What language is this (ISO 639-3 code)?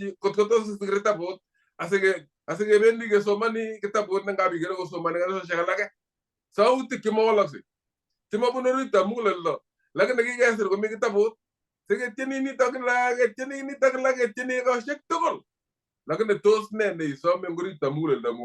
kln